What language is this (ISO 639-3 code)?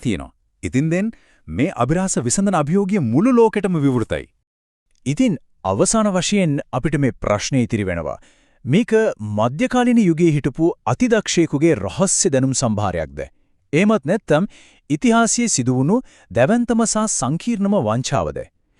sin